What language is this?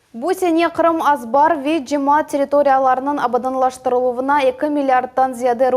Crimean Tatar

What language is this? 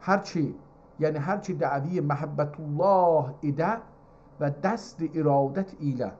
South Azerbaijani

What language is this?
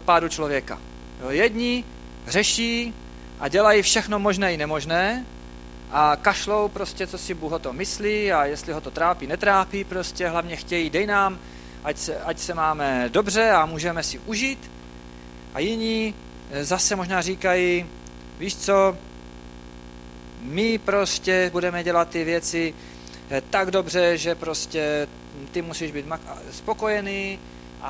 Czech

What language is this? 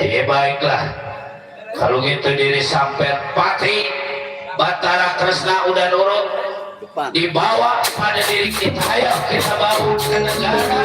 Betawi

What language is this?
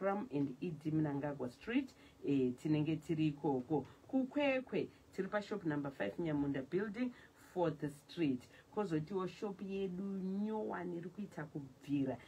Shona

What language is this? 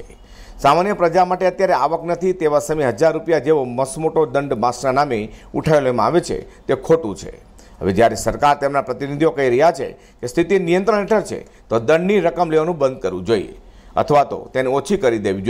Gujarati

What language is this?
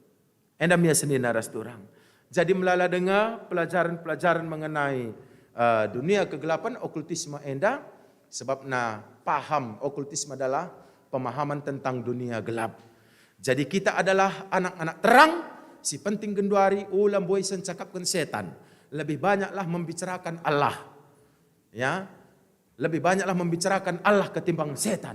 Batak Karo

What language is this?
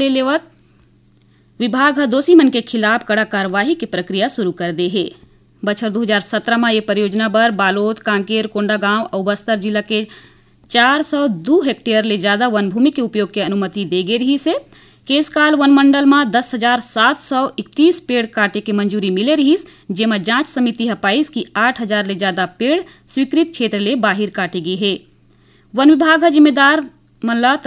Chhattisgarhi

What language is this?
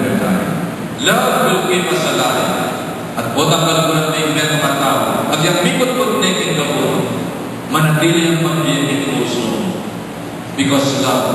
Pampanga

